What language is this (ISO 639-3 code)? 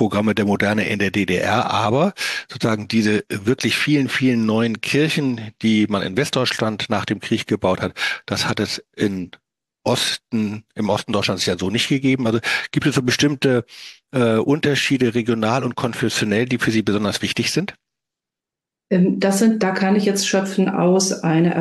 deu